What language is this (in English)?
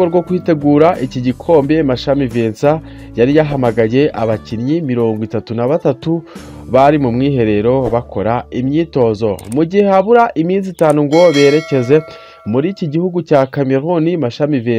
Kinyarwanda